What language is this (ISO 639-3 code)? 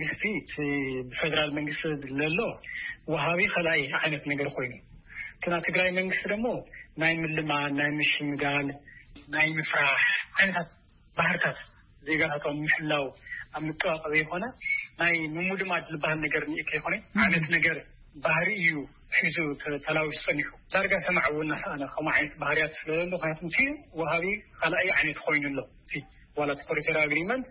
tir